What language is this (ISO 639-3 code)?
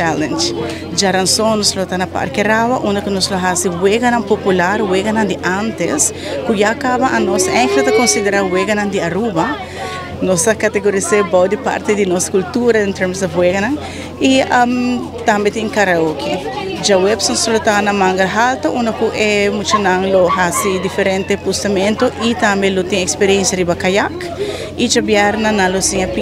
pap